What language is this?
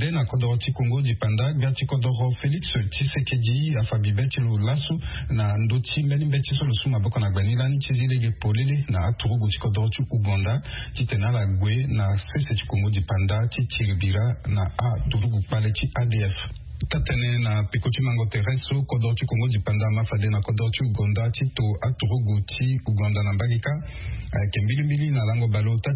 Sango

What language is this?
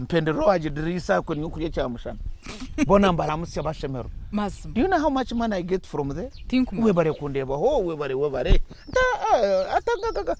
Nyankole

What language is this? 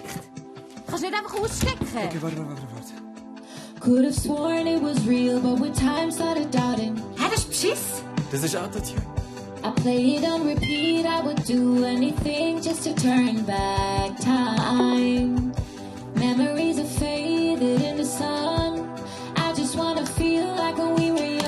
Swiss German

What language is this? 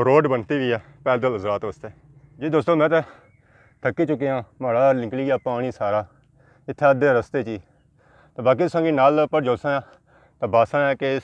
Pahari-Potwari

